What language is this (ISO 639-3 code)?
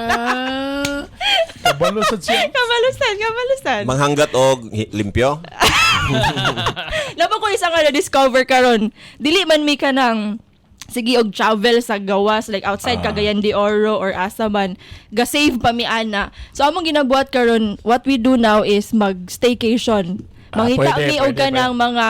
ceb